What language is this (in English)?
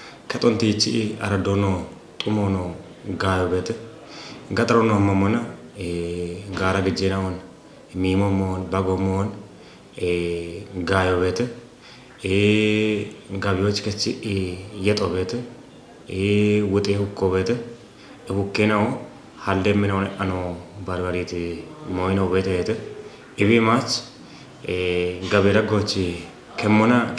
Kafa